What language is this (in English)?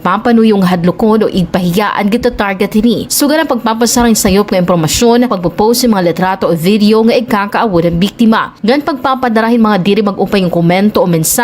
Waray